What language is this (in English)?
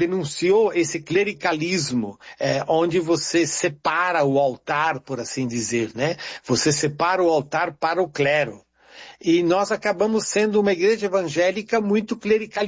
Portuguese